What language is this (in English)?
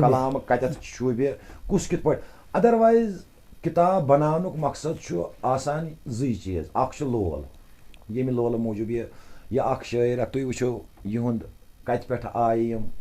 Kashmiri